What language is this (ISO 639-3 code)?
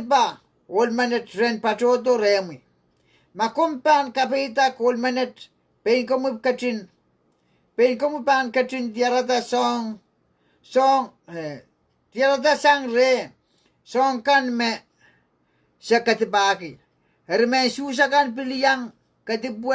pon